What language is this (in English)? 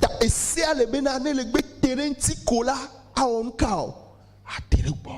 Ewe